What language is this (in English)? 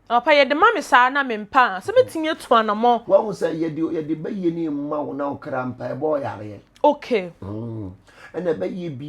Akan